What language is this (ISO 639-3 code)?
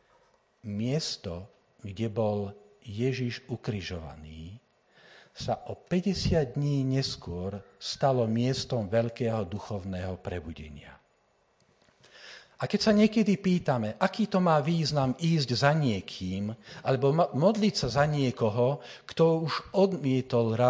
slk